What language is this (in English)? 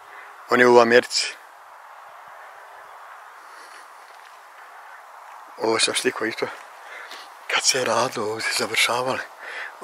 Bosnian